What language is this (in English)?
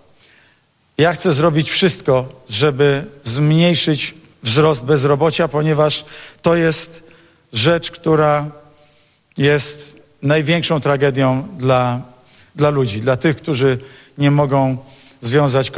Polish